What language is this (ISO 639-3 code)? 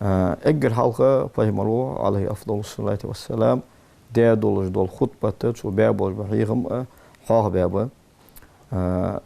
inh